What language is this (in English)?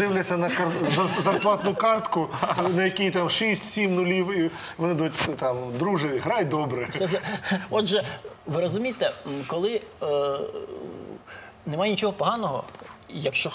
Ukrainian